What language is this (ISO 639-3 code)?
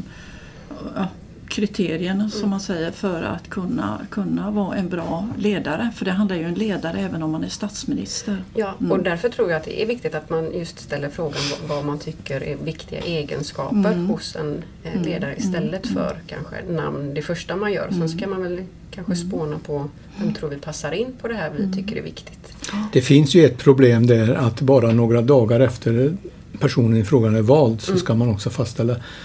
swe